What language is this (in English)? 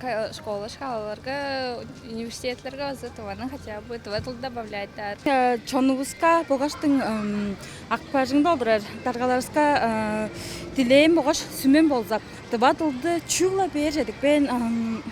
Tuvinian